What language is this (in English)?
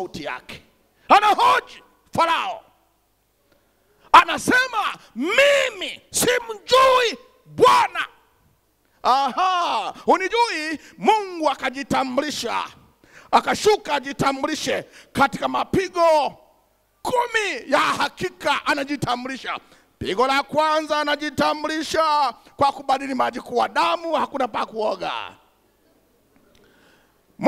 Swahili